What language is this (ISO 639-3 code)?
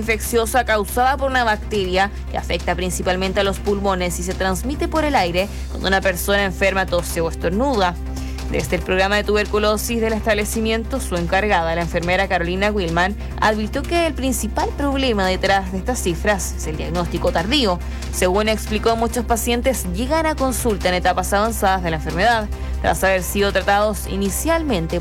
spa